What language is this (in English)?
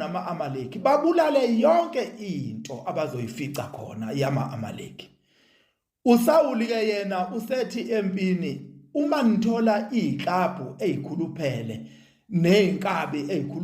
Zulu